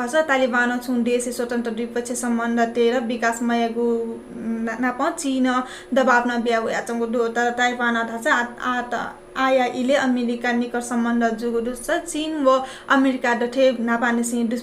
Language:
Newari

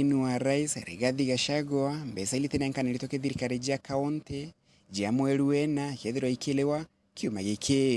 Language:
Meru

